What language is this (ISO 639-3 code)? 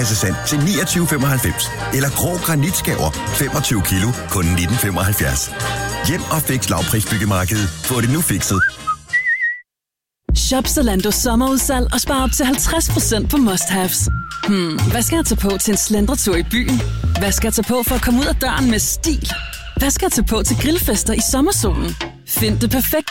dan